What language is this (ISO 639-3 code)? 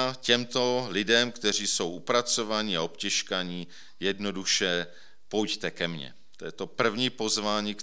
ces